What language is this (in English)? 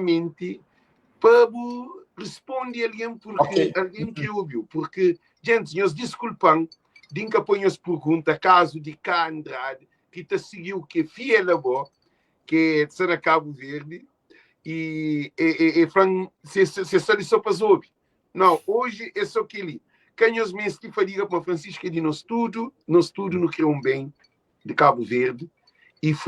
Kabuverdianu